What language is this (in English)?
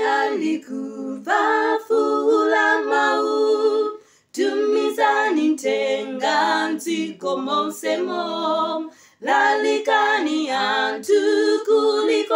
Nyanja